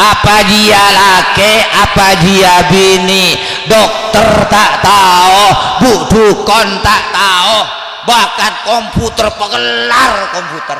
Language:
Madurese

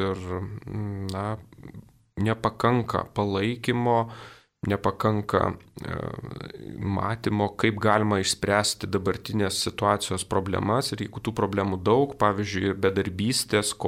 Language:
Lithuanian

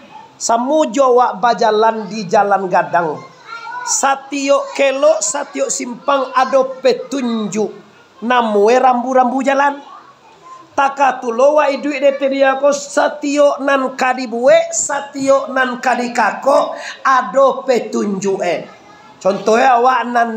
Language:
Minangkabau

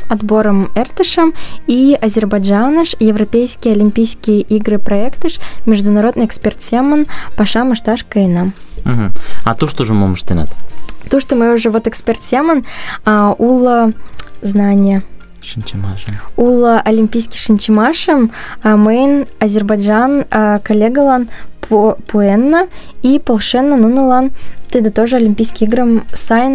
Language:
Mari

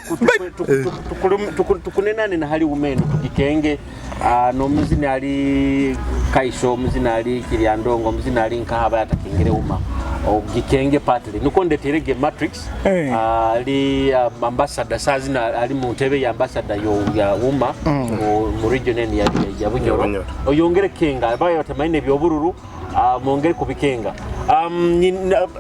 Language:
Nyoro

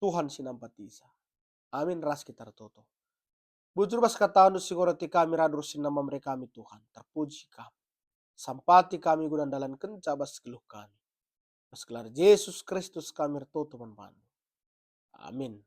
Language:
Batak Karo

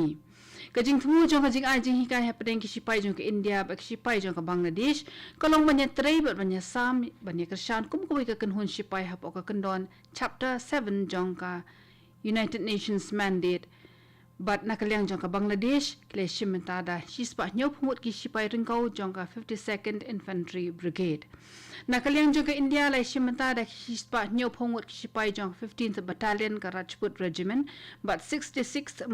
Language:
Khasi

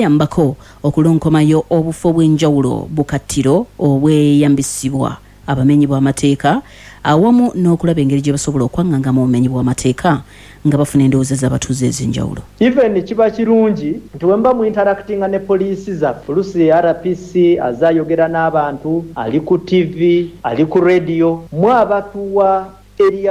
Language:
Ganda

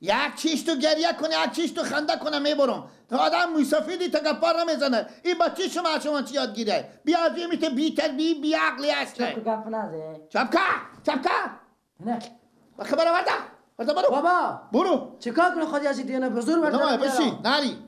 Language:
Persian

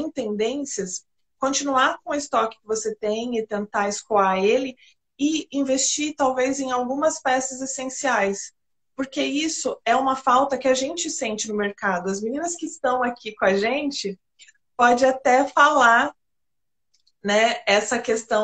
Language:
Portuguese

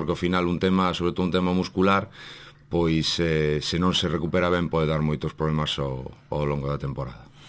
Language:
Galician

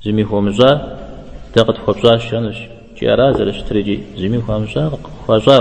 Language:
Kabardian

